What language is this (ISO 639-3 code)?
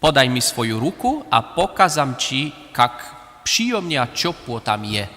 hsb